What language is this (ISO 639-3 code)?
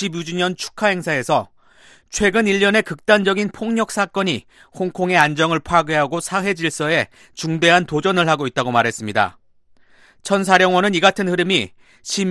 kor